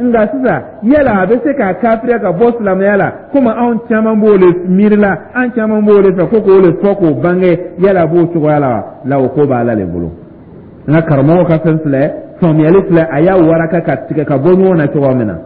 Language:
Dyula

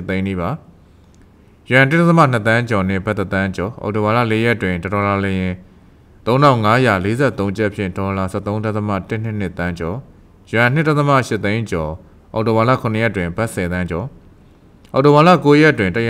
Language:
Burmese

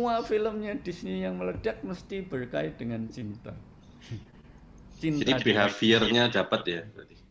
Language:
Indonesian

